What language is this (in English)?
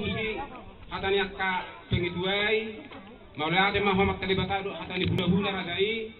Batak Toba